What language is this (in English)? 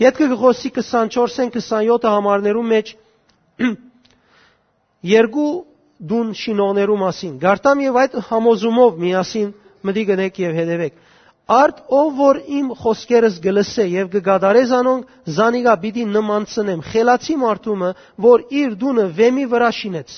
Western Armenian